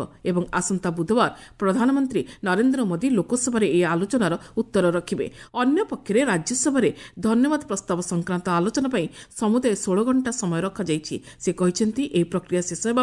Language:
Odia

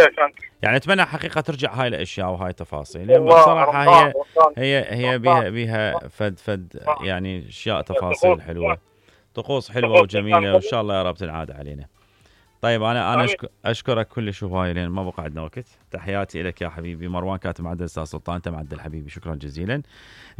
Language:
Mesopotamian Arabic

